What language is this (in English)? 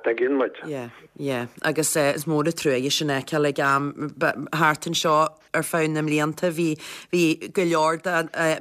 Irish